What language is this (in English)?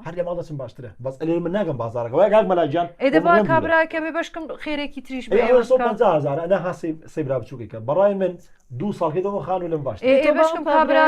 Central Kurdish